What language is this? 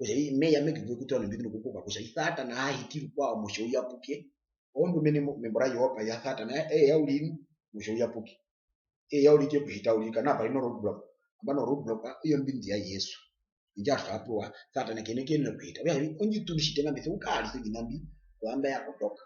Herero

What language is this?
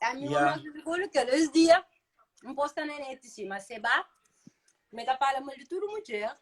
Kabuverdianu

